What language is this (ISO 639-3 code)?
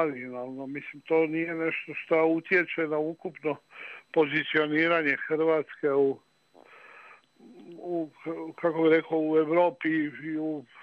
hrv